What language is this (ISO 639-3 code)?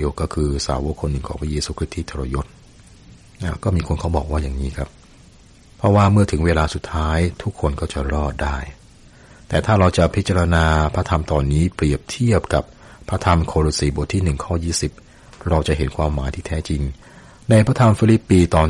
tha